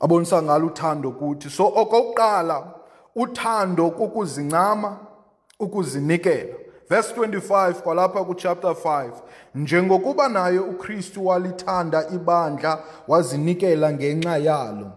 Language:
Xhosa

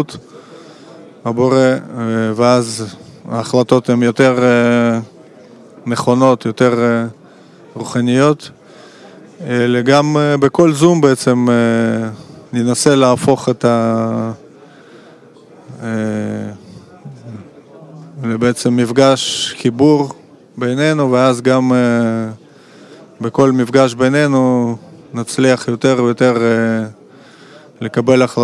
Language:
Hebrew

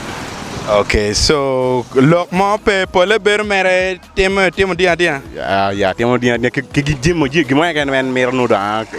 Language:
Acoli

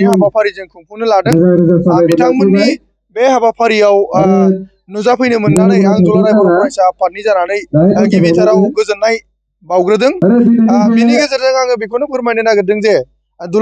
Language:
Bodo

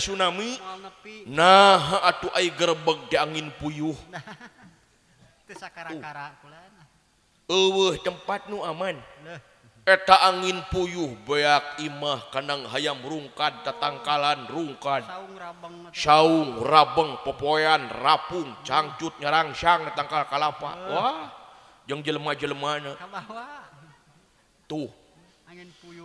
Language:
Sundanese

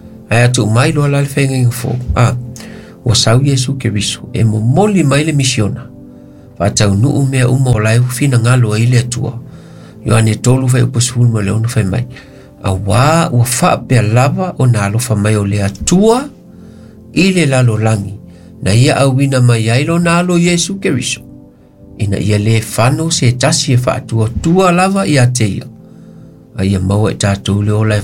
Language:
Samoan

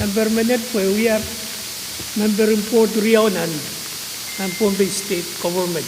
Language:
Pohnpeian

